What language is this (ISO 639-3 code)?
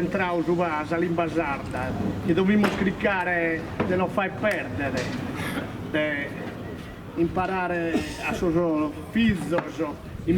srd